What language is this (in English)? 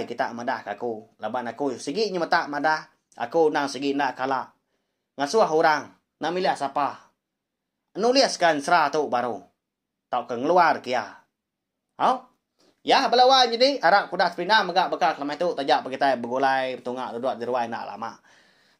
Iban